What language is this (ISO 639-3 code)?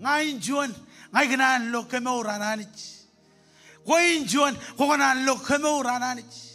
mah